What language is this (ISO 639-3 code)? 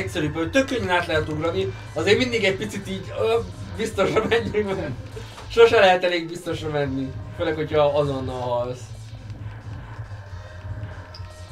hun